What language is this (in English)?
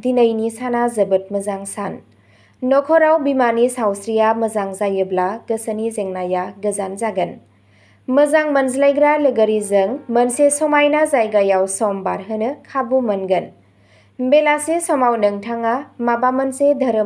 Bodo